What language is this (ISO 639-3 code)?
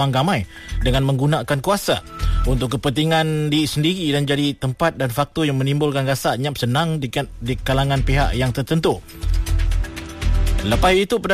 msa